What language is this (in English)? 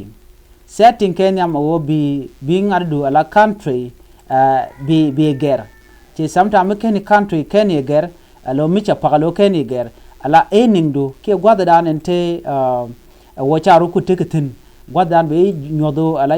Nuer